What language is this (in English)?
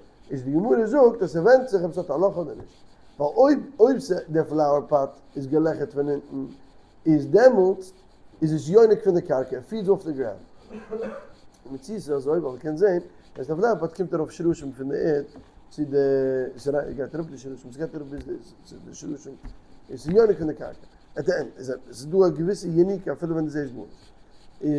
Yiddish